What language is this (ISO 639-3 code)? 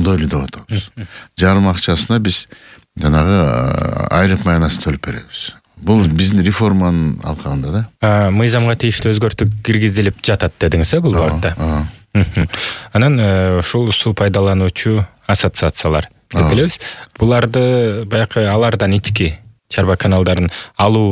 kir